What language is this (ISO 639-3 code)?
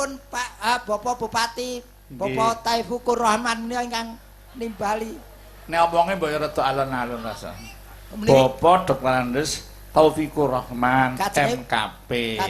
jav